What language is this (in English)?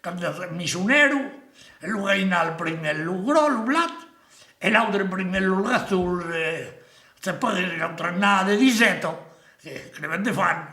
Occitan